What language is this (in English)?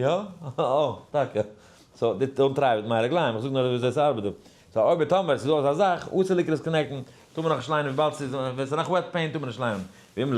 Yiddish